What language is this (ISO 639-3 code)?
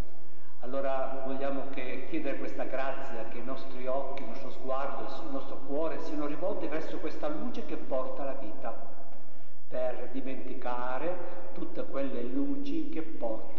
ita